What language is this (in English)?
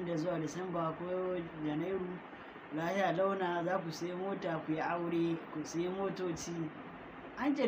Hausa